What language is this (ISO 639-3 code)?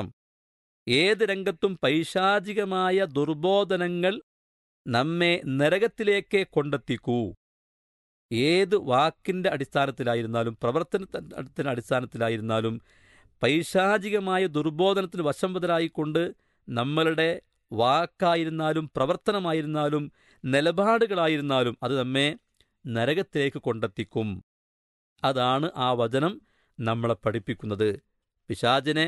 mal